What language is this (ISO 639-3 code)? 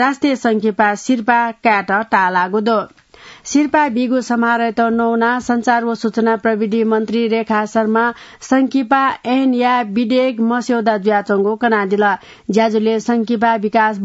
new